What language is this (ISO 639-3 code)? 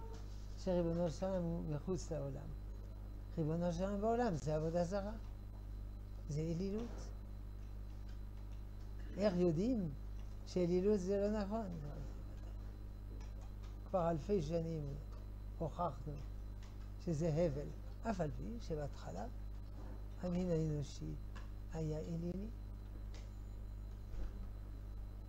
heb